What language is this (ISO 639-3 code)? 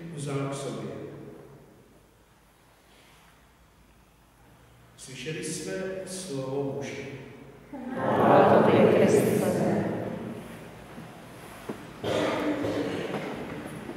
ces